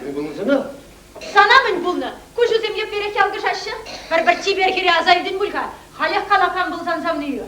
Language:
Chuvash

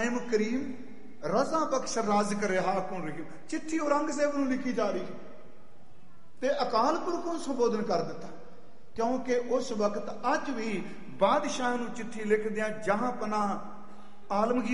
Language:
Punjabi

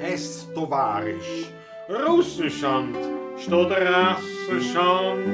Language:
Bavarian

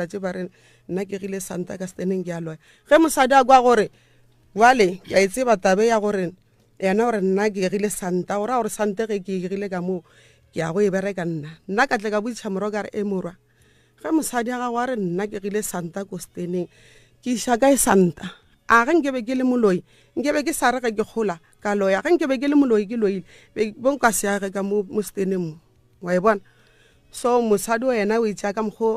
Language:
Northern Sotho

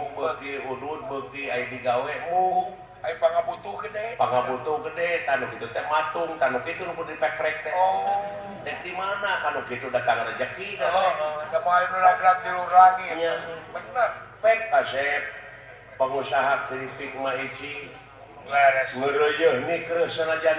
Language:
Sundanese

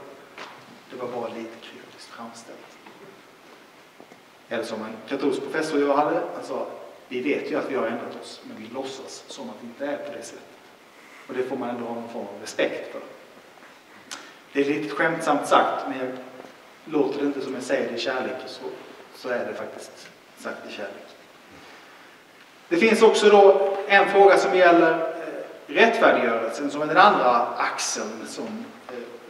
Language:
Swedish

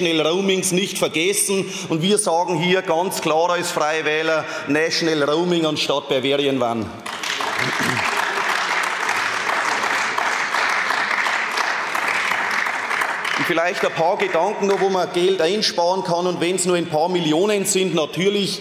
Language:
German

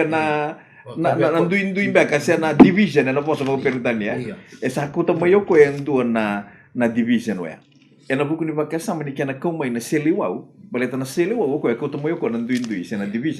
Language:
Fijian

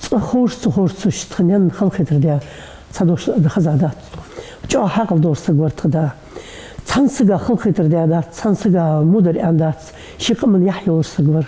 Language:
Ingush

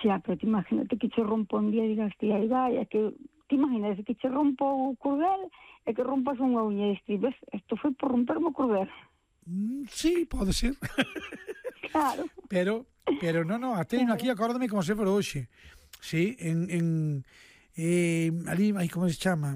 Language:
Galician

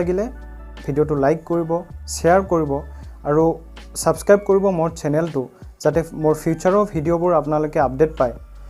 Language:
Assamese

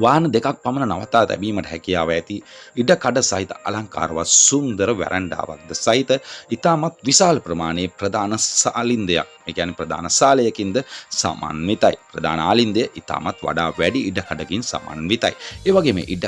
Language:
Sinhala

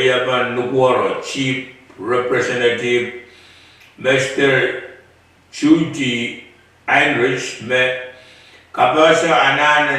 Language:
Pohnpeian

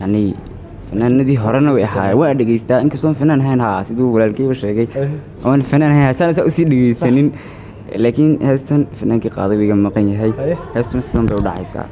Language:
Somali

